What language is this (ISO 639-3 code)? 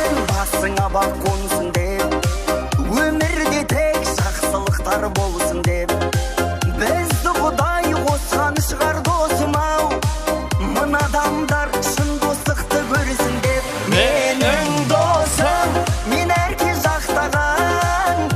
kaa